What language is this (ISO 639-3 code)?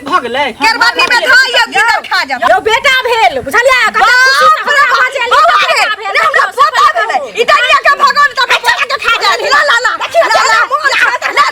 mai